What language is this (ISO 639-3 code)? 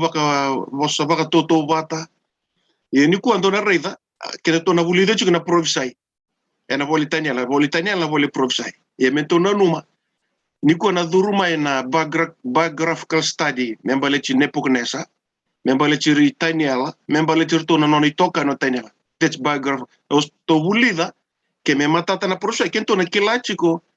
fij